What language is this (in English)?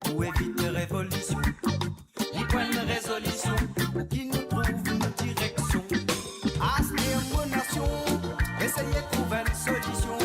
Morisyen